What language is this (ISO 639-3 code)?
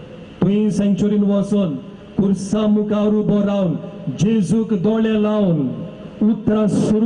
kok